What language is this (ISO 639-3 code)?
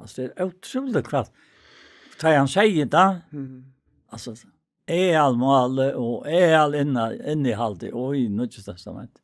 fao